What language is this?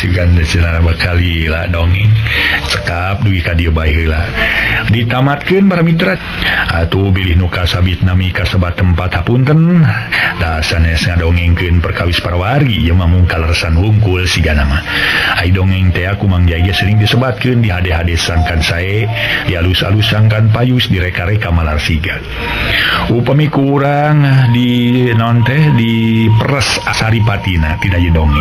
Sundanese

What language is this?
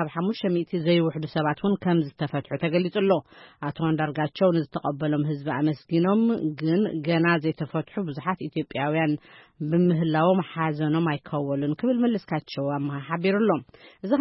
Tigrinya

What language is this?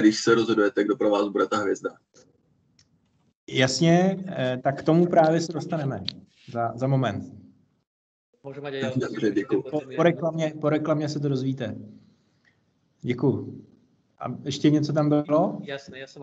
Czech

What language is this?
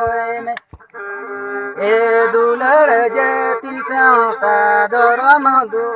Santali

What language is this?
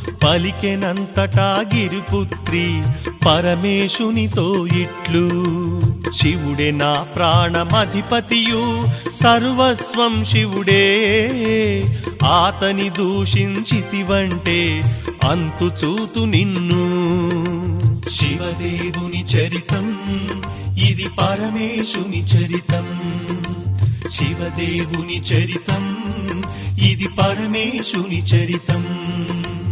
Telugu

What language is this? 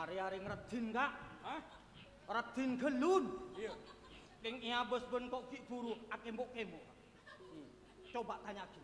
Madurese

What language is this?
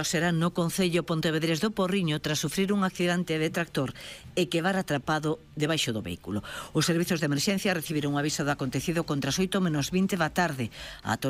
Galician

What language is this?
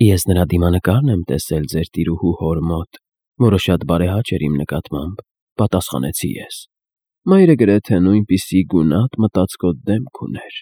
Armenian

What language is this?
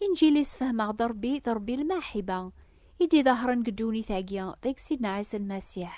Kabyle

